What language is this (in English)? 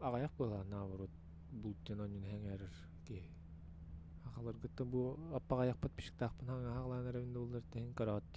Yakut